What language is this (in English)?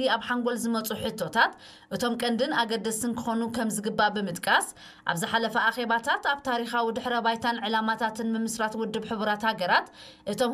Tigrinya